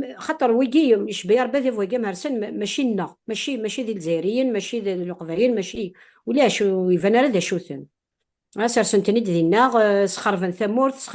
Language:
Kabyle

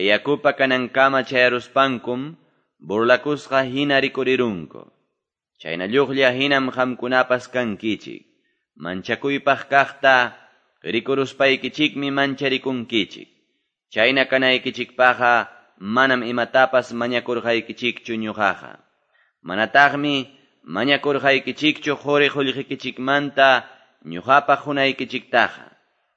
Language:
Quechua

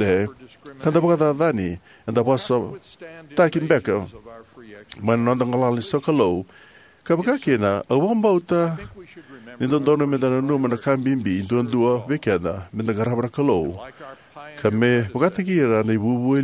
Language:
Fijian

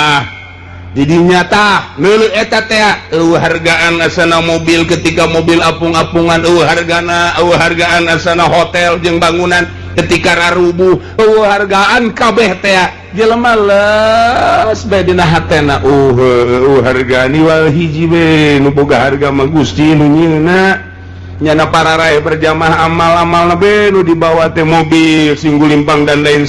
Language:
Sundanese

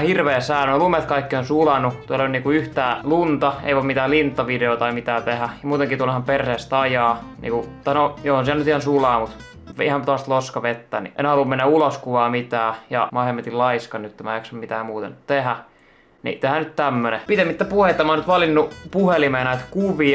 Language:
Finnish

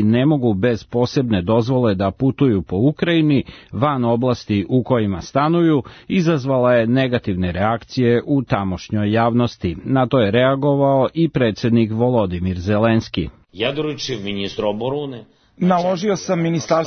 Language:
Serbian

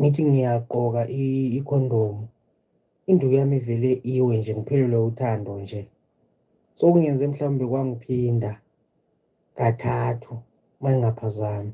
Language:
Zulu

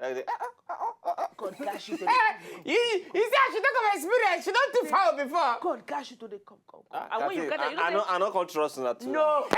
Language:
Nigerian Pidgin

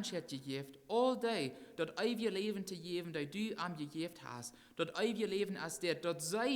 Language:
Plautdietsch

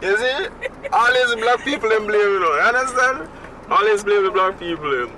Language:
Jamaican Creole English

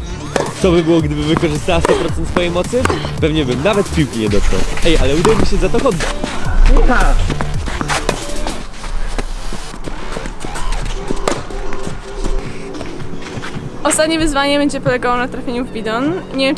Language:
Polish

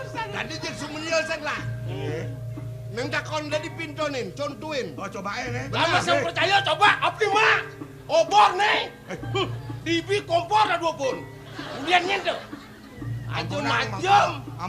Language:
Balinese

